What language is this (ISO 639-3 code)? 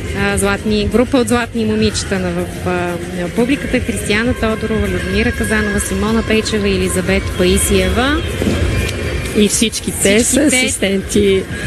bul